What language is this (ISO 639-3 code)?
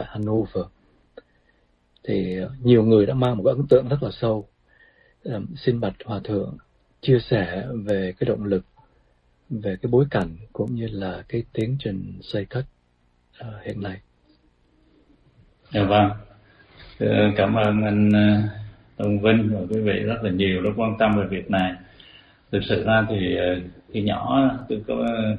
vie